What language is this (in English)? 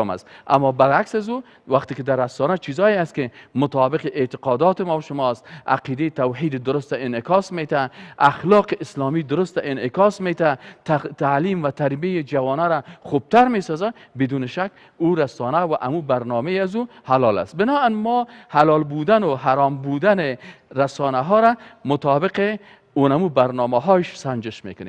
Persian